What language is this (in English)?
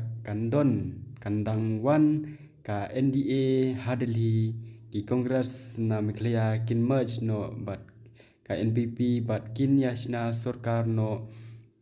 Khasi